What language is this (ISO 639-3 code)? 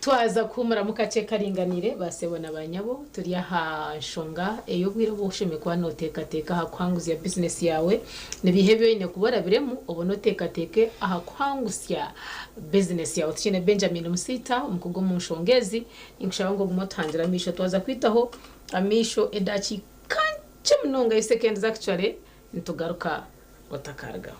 nyn